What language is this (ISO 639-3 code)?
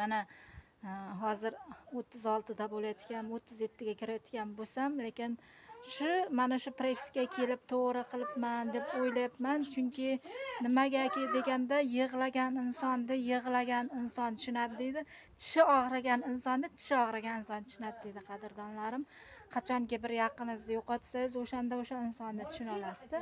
uzb